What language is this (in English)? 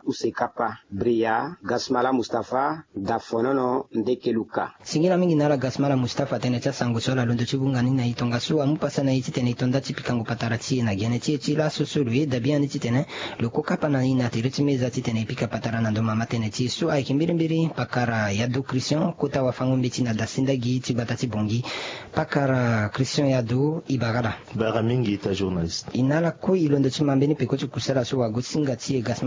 Sango